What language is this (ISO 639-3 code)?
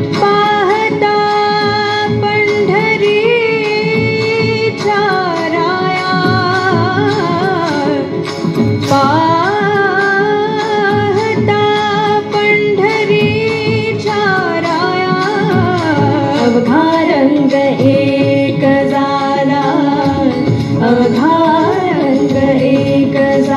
mar